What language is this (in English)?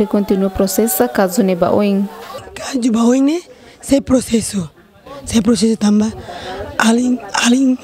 Tetum